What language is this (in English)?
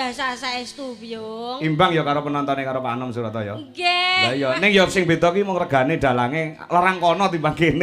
Javanese